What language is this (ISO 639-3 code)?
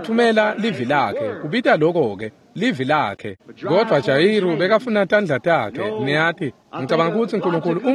ssw